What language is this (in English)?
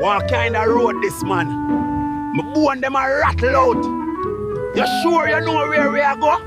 Jamaican Creole English